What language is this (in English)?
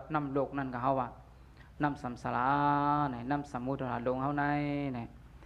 Shan